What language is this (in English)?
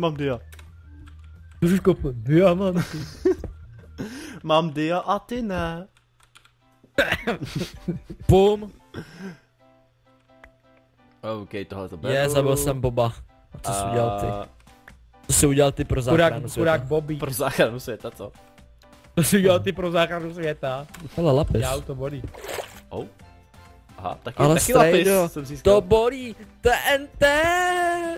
Czech